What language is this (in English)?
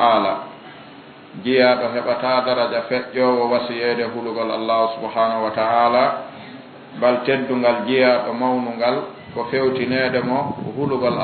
Fula